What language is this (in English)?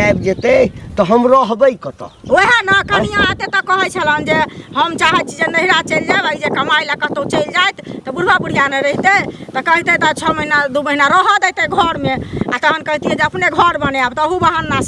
Maithili